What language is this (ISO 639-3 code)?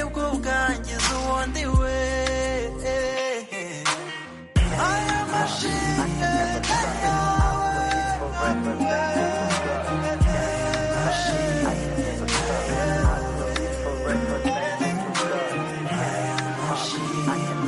kin